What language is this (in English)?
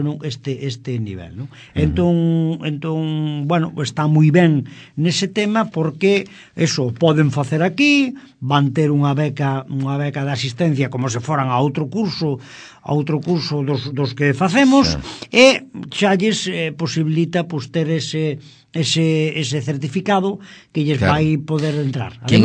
Galician